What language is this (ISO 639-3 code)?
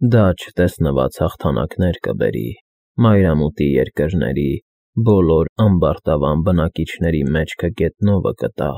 hye